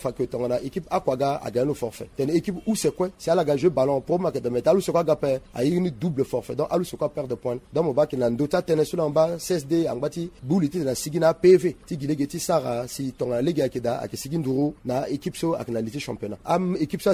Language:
Sango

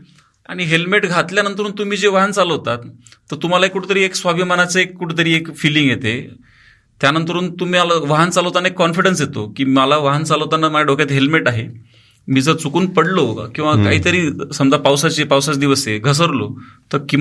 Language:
Marathi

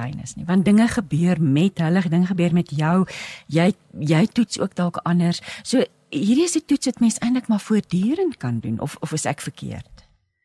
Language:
Afrikaans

